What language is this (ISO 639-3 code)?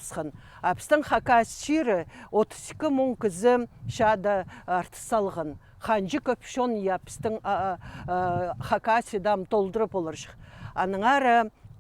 kjh